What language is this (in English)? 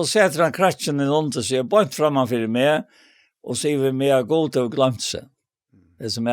Faroese